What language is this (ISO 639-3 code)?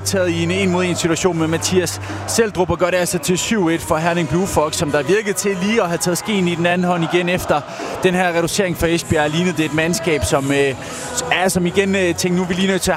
dan